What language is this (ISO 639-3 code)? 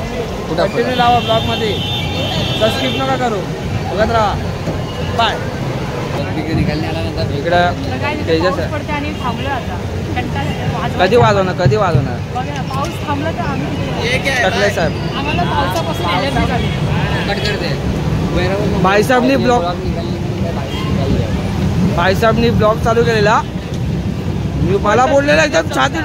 mar